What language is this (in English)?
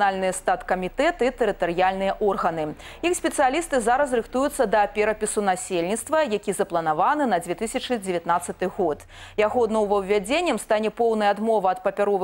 Belarusian